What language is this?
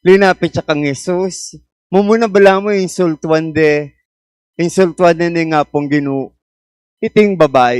Pampanga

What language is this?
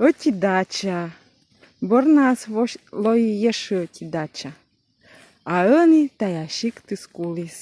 Komi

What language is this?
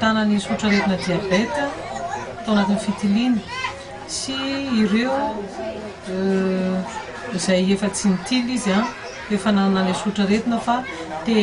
Malagasy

